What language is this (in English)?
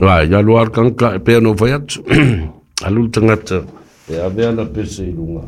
Samoan